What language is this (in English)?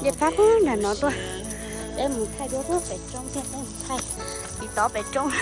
Hmong